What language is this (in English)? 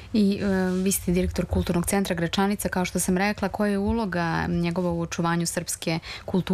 Serbian